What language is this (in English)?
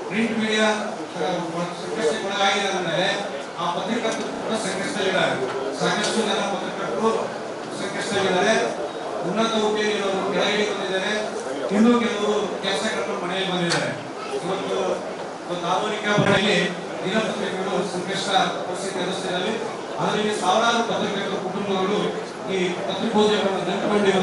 Kannada